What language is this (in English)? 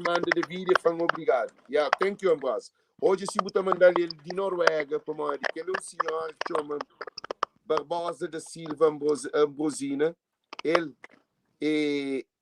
Kabuverdianu